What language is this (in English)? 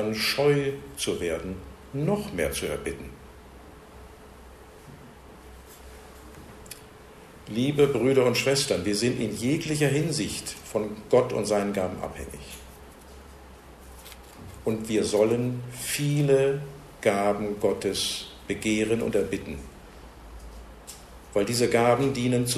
German